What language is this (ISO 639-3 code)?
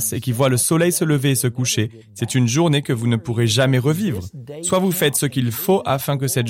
fra